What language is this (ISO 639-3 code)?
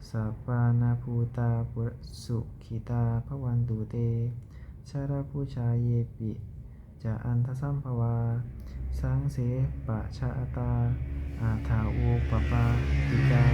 pli